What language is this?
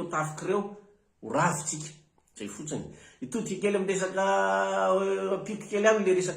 Malagasy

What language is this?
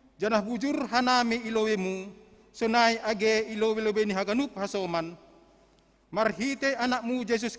Batak Simalungun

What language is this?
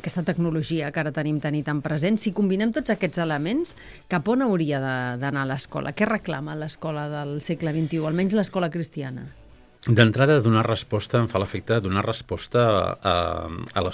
Catalan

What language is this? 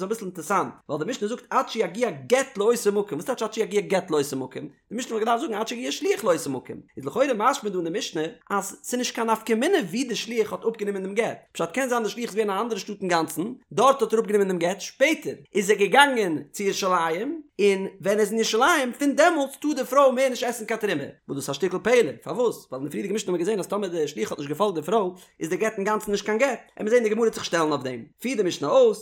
Yiddish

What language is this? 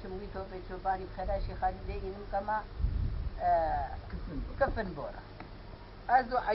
Kurdish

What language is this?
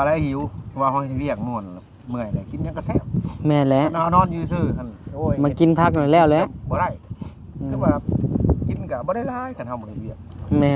Lao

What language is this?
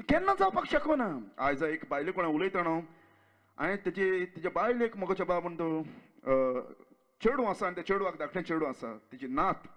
Konkani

